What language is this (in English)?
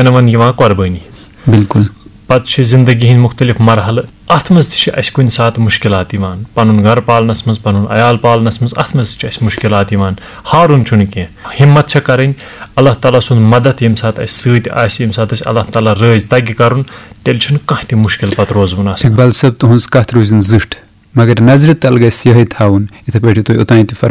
Kashmiri